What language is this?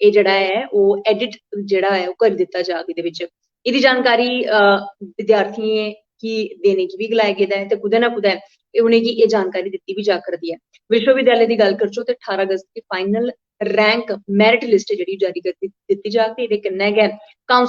Dogri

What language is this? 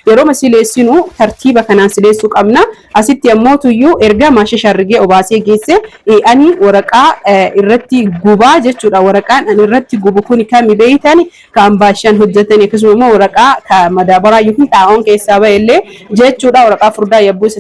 Oromo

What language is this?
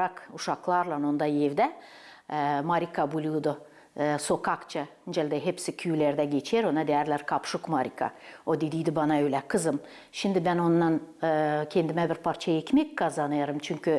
Gagauz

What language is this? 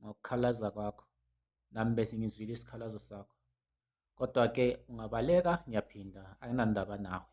Zulu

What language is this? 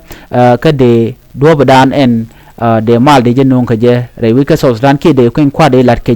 Nuer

